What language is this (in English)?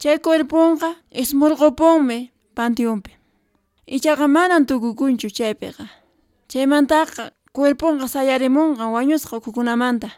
Quechua